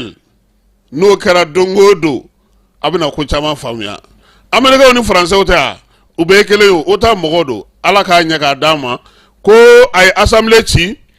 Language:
Bambara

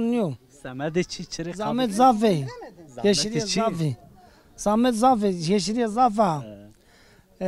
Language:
Zaza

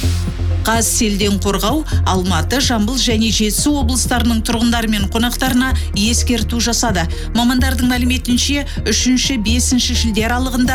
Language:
Kazakh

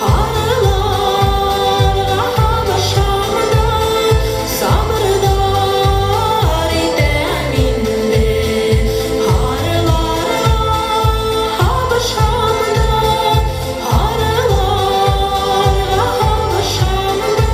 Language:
Bashkir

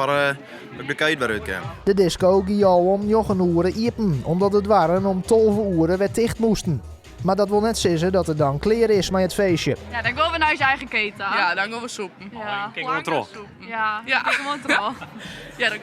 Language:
Western Frisian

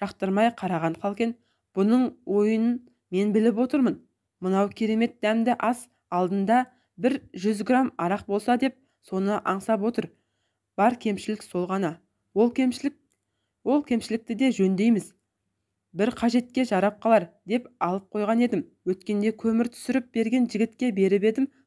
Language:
Kazakh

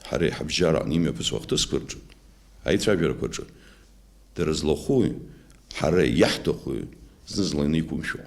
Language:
Abkhazian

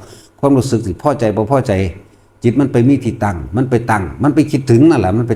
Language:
Northeastern Thai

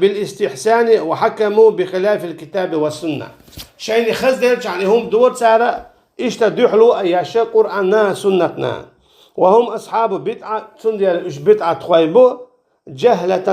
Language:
Chechen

